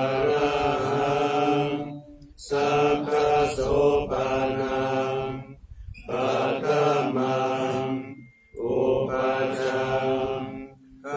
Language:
Pali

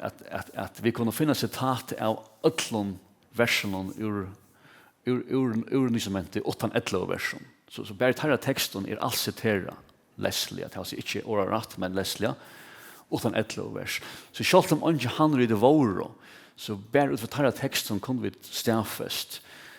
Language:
Faroese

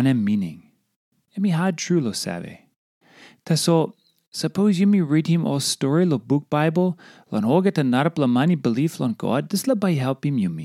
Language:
Tok Pisin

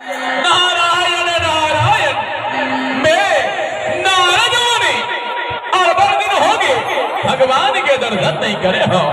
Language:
Chhattisgarhi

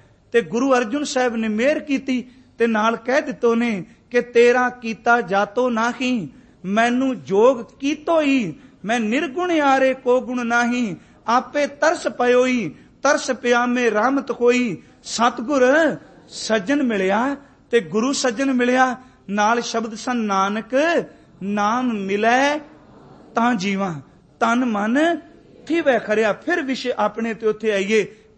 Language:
Punjabi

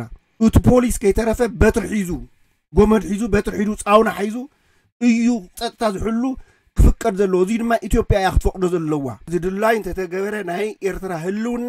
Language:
Tigrinya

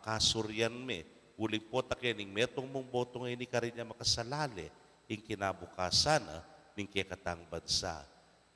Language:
Pampanga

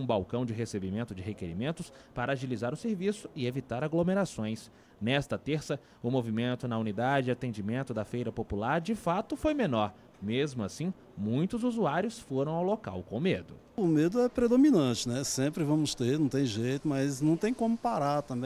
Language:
Portuguese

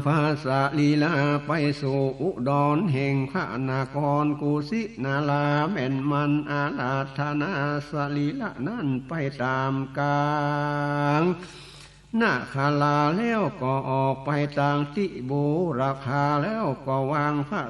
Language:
Northern Thai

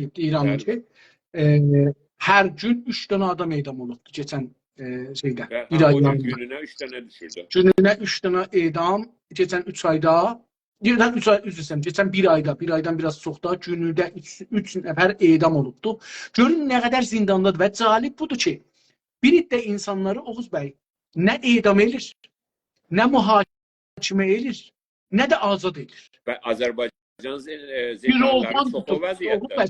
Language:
South Azerbaijani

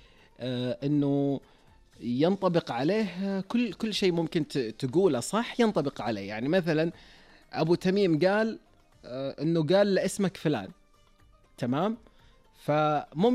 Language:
Najdi Arabic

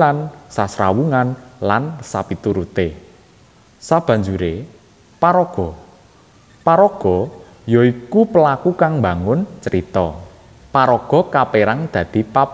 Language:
Javanese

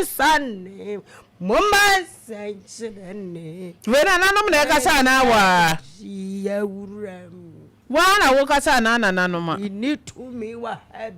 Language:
Akan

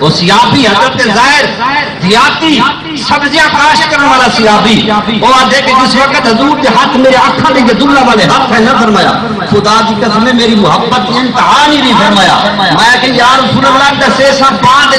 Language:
Saraiki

